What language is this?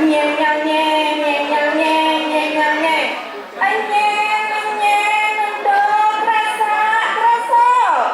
Balinese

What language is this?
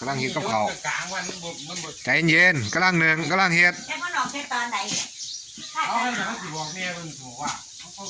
Lao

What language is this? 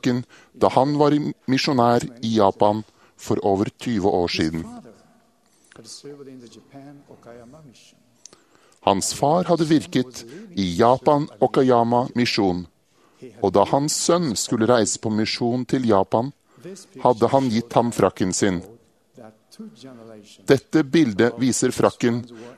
Norwegian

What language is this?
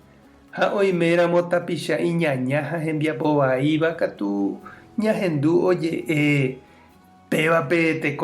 Guarani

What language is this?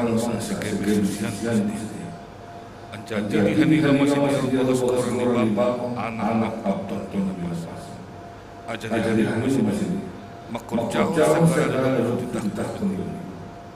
Batak Simalungun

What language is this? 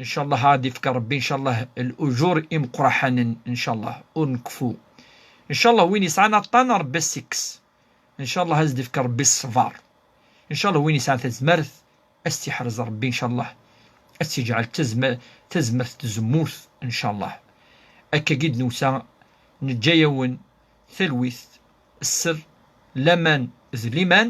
Kabyle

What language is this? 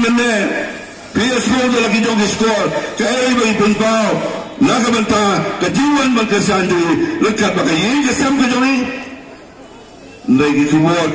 Khasi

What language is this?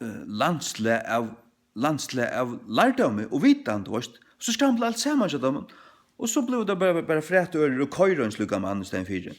Faroese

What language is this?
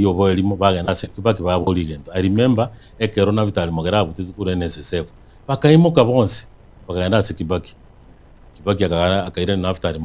Gusii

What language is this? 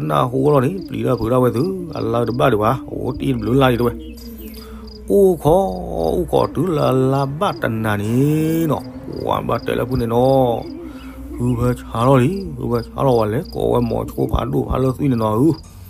S'gaw Karen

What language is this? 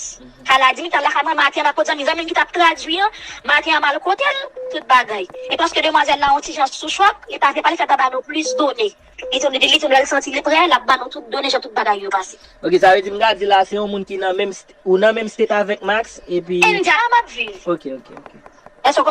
Haitian Creole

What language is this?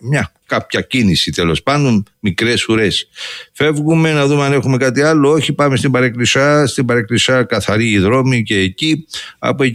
Greek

